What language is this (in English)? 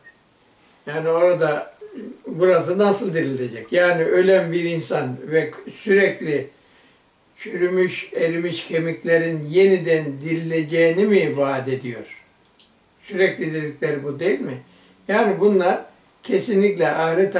Turkish